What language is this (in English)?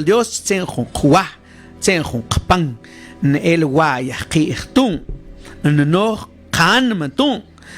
Mam